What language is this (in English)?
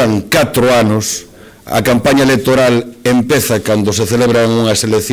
Galician